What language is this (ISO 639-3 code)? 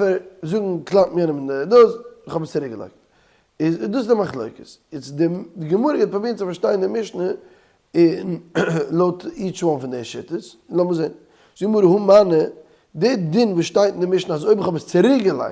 yid